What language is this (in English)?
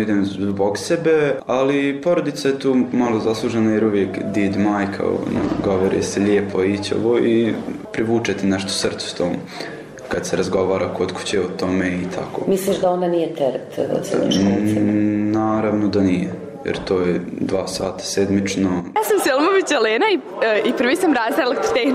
Bosnian